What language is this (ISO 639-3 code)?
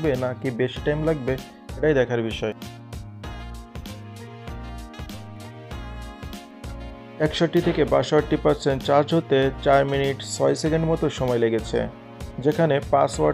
ben